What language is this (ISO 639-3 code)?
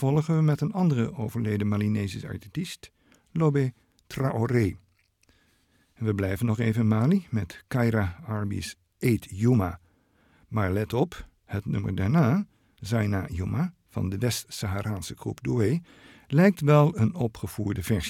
nld